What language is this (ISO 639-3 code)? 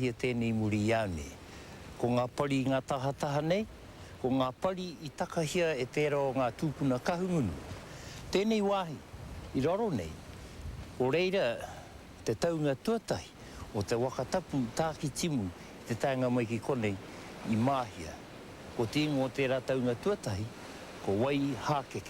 mri